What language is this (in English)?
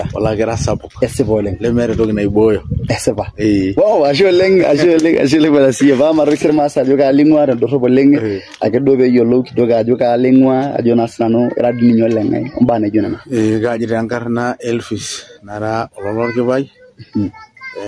Masai